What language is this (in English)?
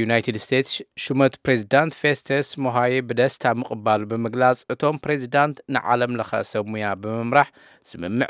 Tigrinya